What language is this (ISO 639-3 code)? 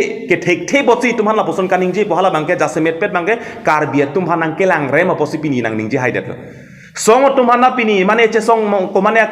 mjw